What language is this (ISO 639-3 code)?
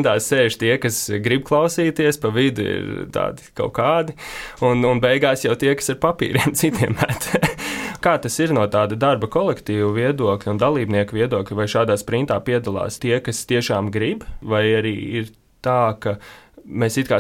lav